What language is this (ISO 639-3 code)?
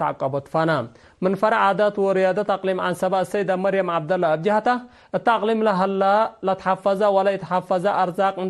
tig